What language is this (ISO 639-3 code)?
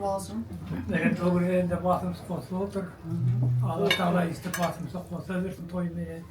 kaz